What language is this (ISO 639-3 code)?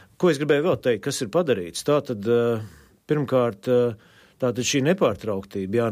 lav